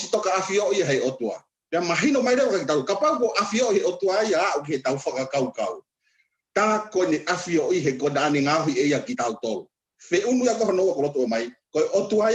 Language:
Tongan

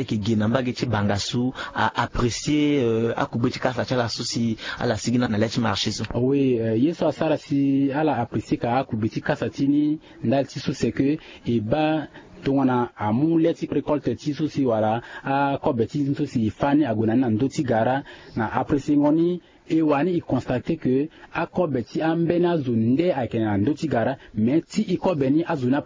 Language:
Sango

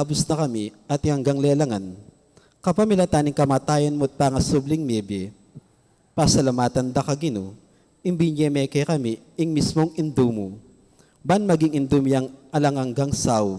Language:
Pampanga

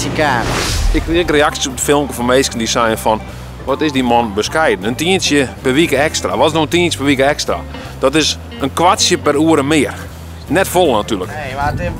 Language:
Western Frisian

